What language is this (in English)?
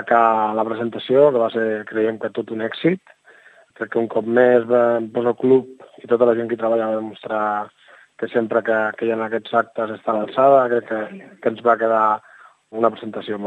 Catalan